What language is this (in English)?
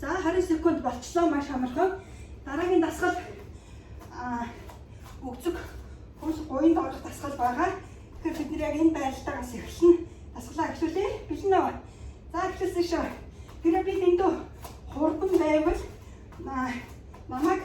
Mongolian